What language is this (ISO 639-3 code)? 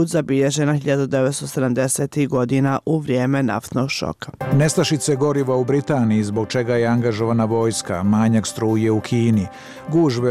bos